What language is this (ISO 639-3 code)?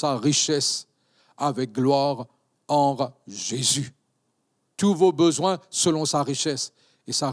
mfe